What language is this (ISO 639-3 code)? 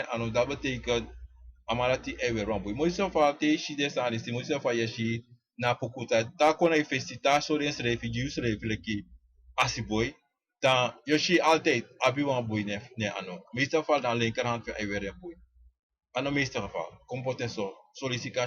srn